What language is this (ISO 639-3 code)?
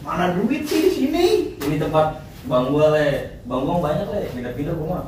bew